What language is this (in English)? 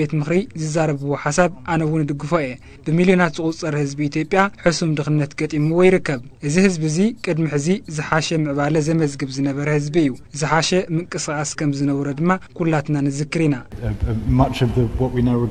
Tigrinya